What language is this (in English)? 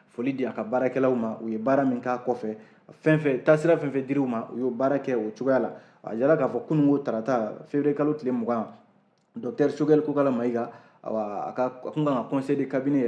Bambara